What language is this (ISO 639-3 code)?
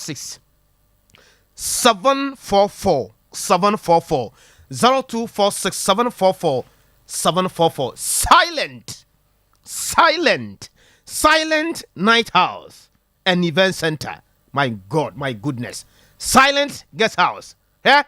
aka